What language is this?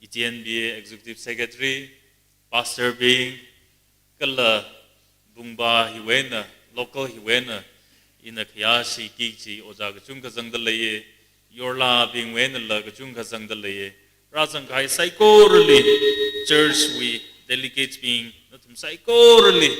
Tangkhul Naga (India)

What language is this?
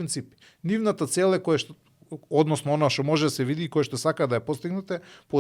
Macedonian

